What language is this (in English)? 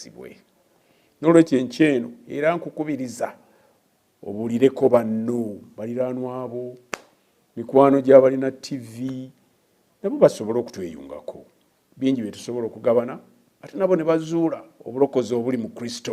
Ganda